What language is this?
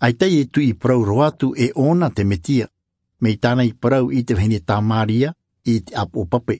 Tahitian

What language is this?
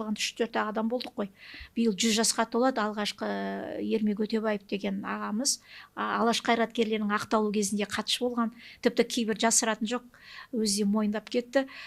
Kazakh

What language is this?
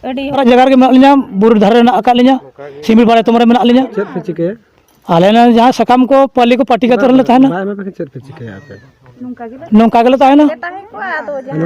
Santali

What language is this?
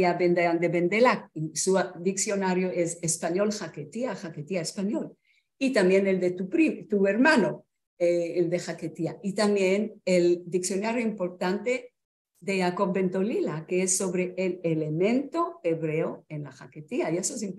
Ladino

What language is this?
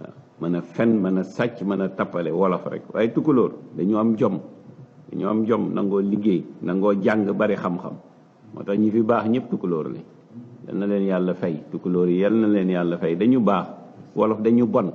Wolof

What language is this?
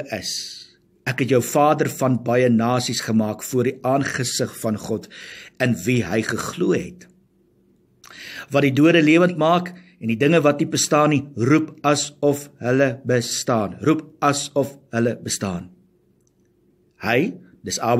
Afrikaans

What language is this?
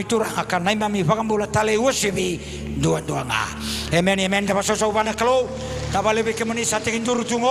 Fijian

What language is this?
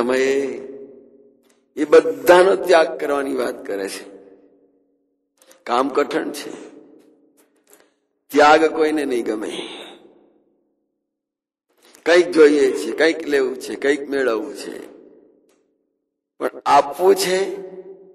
Gujarati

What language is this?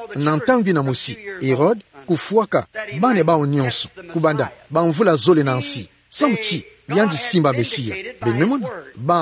Kituba (Democratic Republic of Congo)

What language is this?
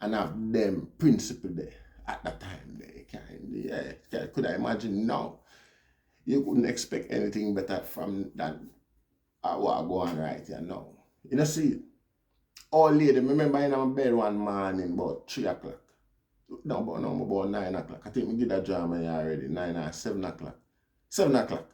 Jamaican Creole English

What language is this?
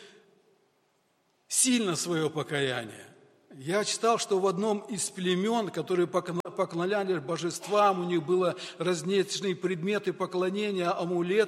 Russian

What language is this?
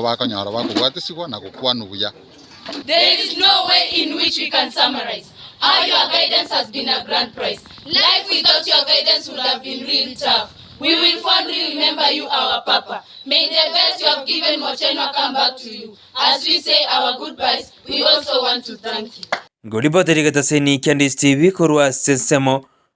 Gusii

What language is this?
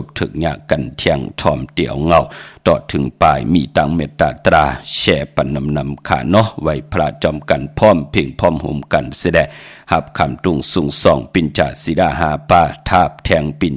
Shan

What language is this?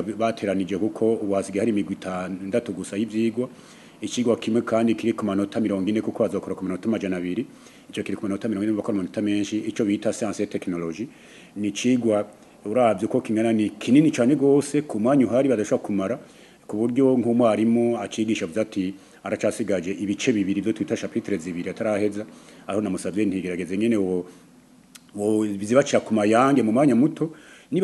Rundi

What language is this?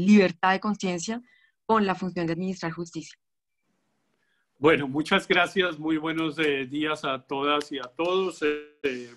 Spanish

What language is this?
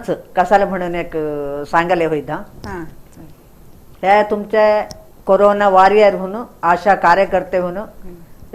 Konkani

